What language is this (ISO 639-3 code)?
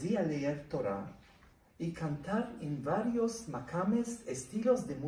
lad